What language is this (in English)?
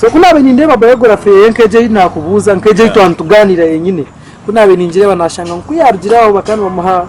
Nyankole